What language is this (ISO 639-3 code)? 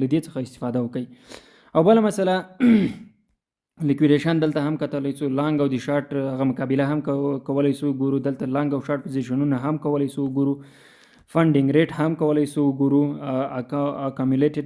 pus